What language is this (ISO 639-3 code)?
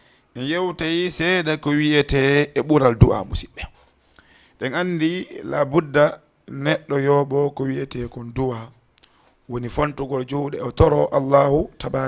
ful